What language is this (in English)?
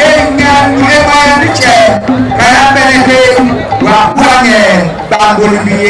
Ewe